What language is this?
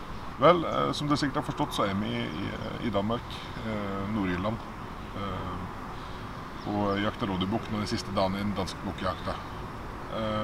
Norwegian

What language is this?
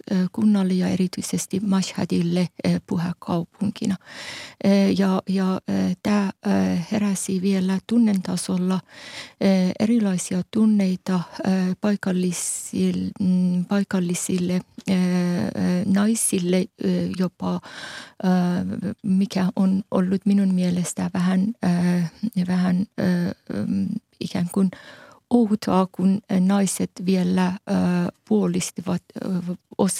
Finnish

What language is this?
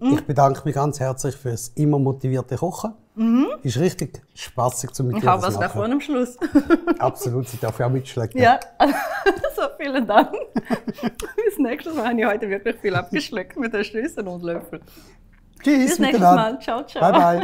Swiss German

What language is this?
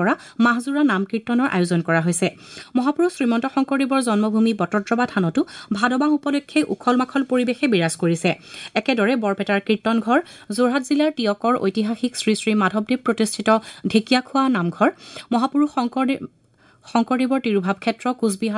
Assamese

